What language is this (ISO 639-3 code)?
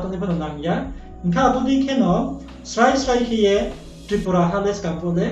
ria